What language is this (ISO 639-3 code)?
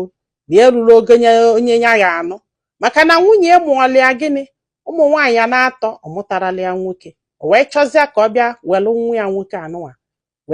ibo